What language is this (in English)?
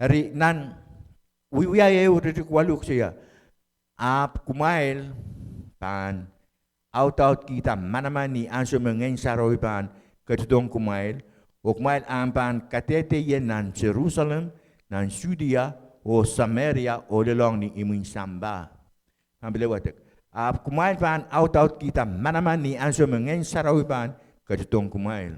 Pohnpeian